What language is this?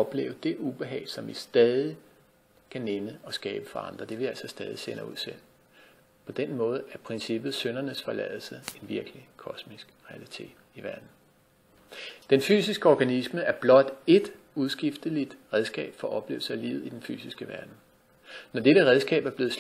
Danish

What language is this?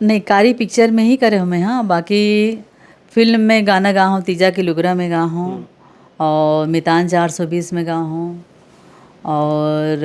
Chhattisgarhi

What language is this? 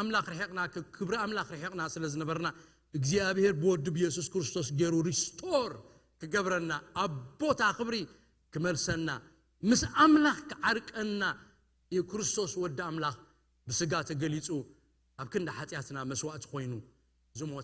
Tigrinya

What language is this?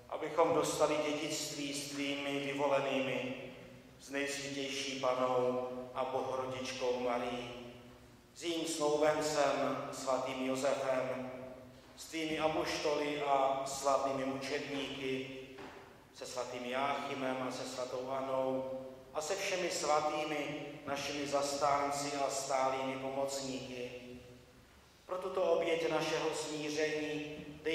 Czech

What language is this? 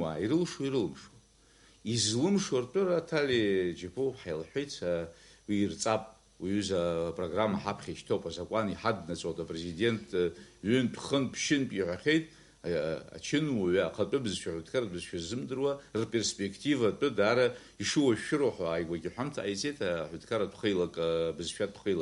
Abkhazian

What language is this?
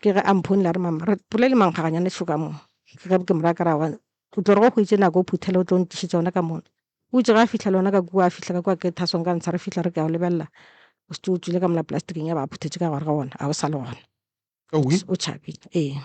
Northern Sotho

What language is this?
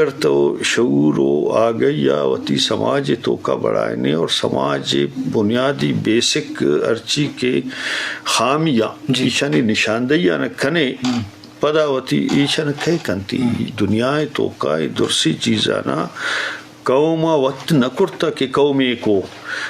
Eastern Balochi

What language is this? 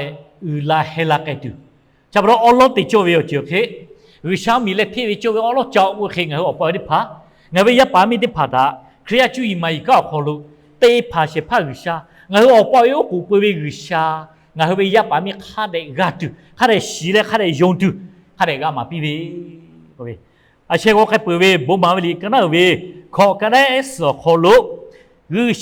Lahu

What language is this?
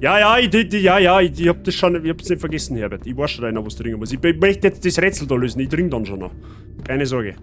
Bavarian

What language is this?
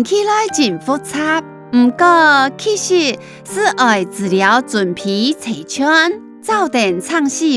Hakka Chinese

